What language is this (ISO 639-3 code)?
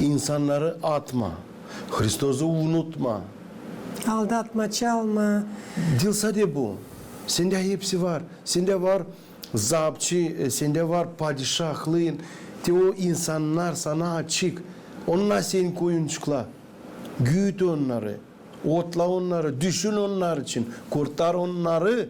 gag